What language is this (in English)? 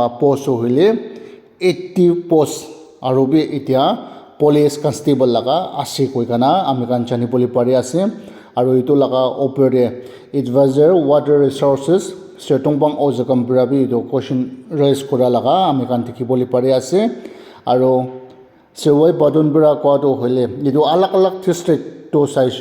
Naga Pidgin